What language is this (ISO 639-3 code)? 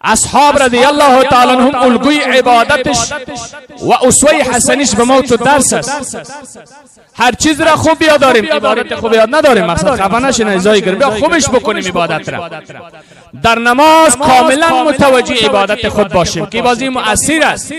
fas